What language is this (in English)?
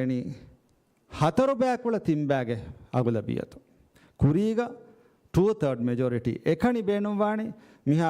Divehi